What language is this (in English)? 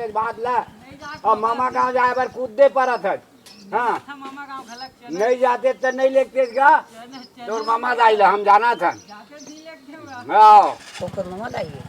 Chhattisgarhi